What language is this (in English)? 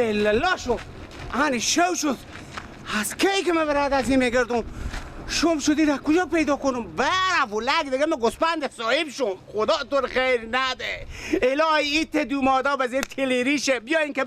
Persian